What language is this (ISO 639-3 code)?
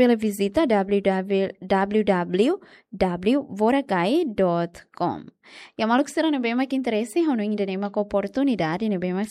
tet